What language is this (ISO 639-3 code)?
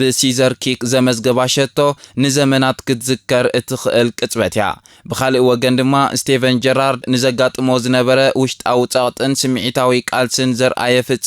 tir